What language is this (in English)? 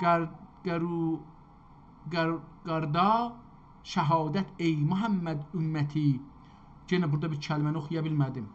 South Azerbaijani